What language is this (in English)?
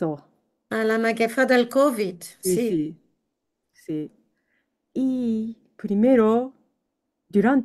Ladino